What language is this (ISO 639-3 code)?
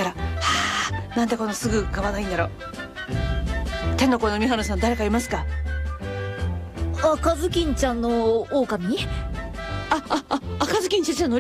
jpn